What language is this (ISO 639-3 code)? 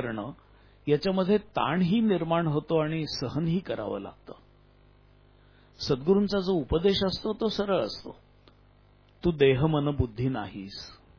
mar